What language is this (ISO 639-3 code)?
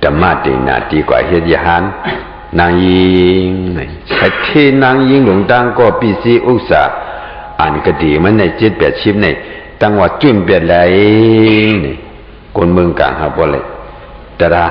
shn